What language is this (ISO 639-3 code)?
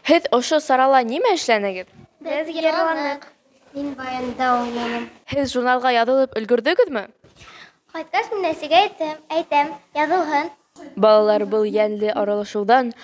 bak